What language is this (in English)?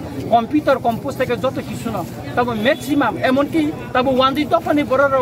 Kok Borok